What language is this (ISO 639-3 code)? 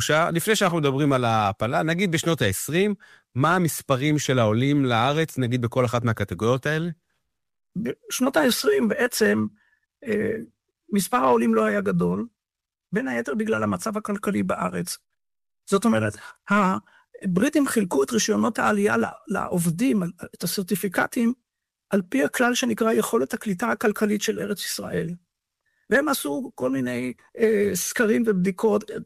heb